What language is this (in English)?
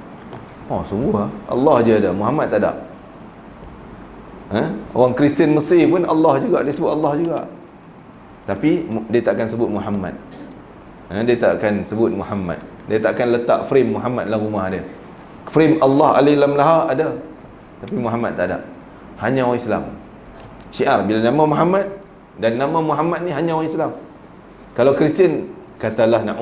Malay